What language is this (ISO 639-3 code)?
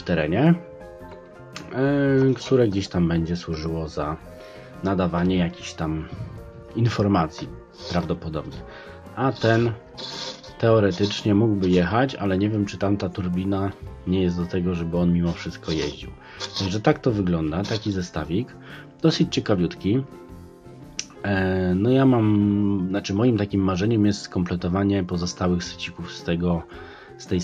pol